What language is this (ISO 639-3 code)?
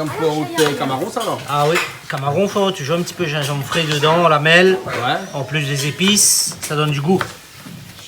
rcf